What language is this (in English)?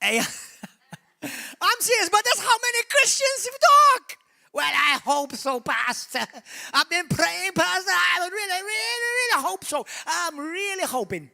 English